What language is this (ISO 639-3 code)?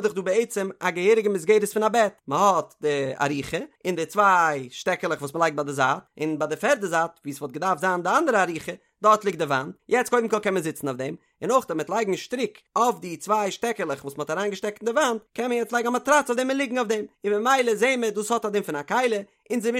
yid